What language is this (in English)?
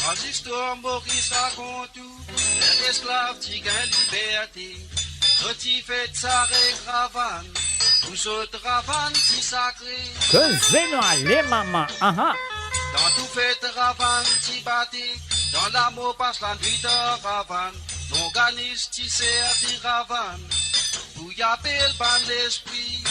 Morisyen